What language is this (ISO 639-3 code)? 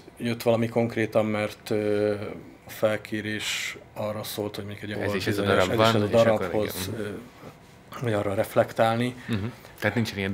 hun